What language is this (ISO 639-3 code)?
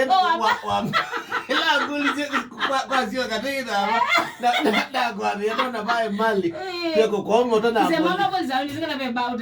kam